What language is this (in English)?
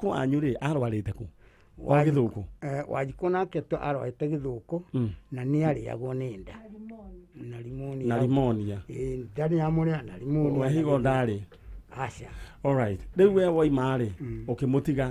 Kikuyu